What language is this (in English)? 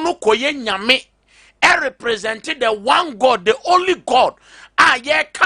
Akan